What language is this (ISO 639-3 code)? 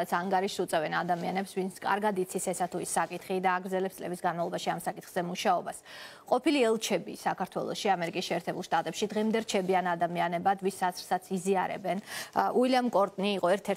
kat